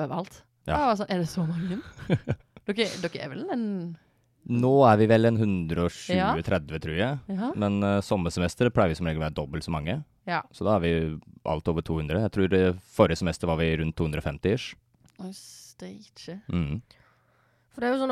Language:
Norwegian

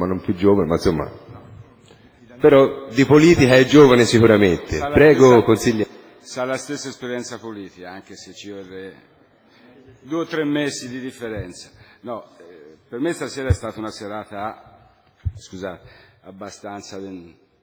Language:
Italian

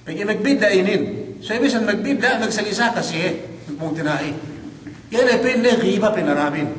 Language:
Yakan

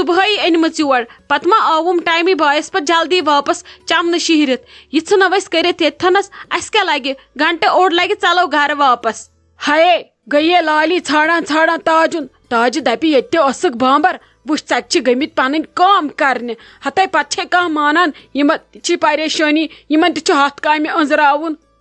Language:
Kashmiri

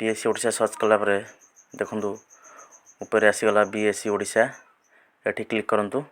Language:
Odia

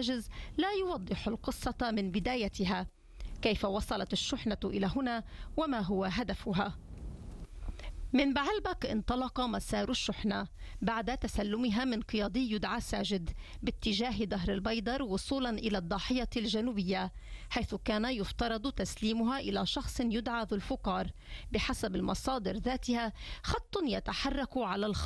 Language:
Arabic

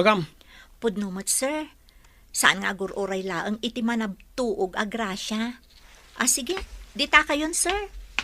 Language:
Iloko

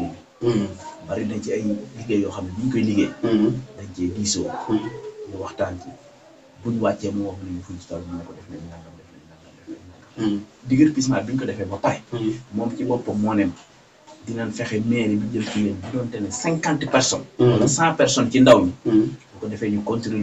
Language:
Wolof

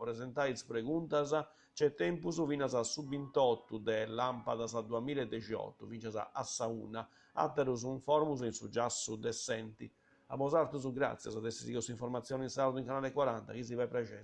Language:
Sardinian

